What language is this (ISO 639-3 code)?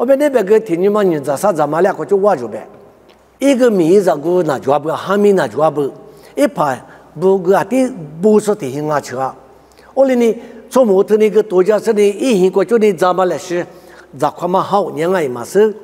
lis